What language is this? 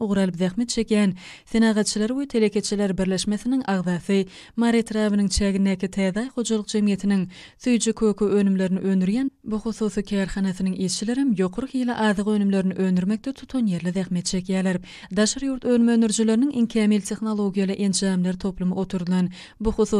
Turkmen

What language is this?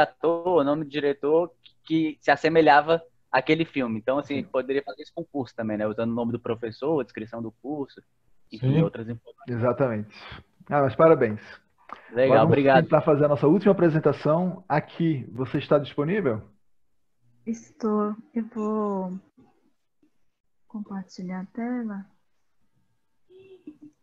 Portuguese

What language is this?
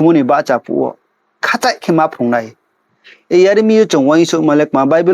Riang (India)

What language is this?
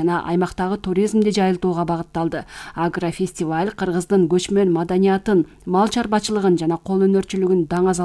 Kyrgyz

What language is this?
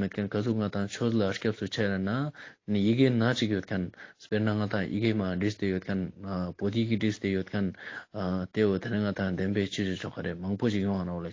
Ladakhi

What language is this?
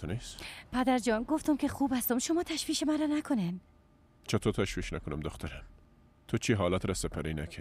Persian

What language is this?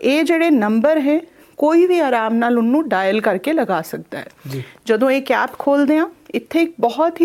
Punjabi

